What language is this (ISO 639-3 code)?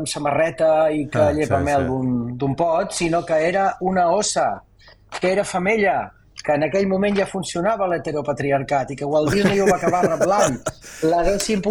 cat